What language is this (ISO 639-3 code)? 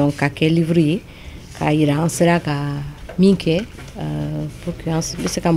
bam